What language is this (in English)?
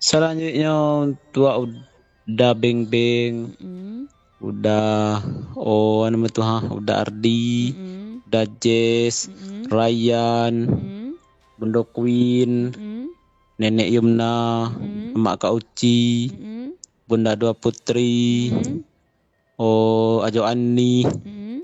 Minangkabau